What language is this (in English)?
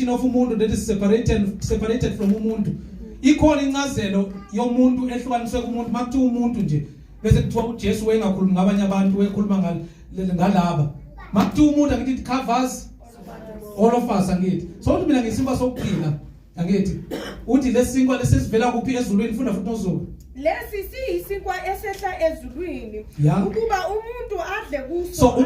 Zulu